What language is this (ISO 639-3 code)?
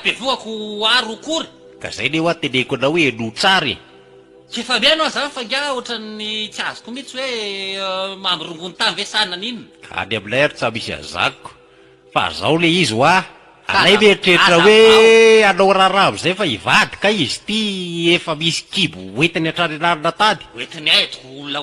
mlg